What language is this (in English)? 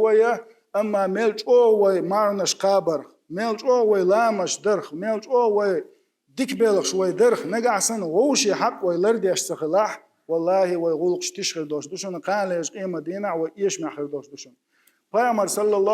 Chechen